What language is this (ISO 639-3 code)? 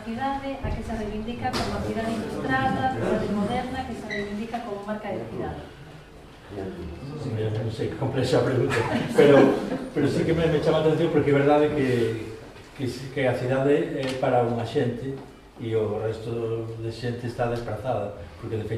glg